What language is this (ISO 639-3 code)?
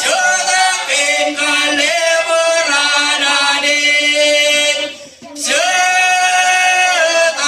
mah